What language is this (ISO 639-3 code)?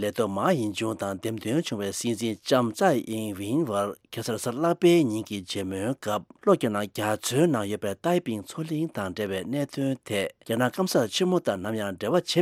bod